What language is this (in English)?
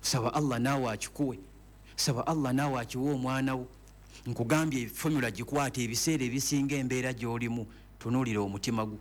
Ganda